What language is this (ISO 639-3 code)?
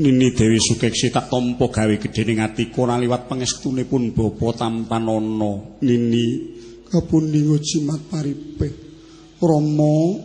jav